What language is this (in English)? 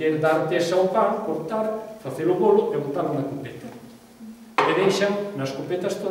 Galician